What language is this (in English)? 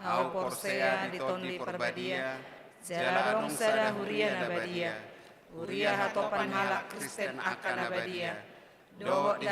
Batak Toba